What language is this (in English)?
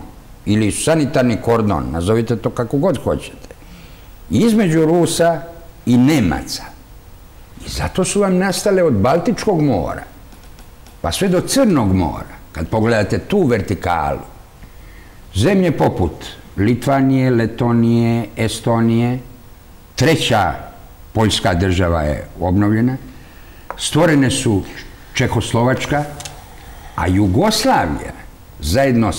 Serbian